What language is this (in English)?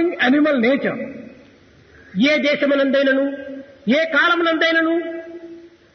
Telugu